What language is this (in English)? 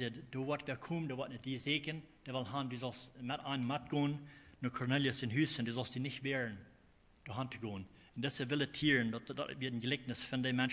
Plautdietsch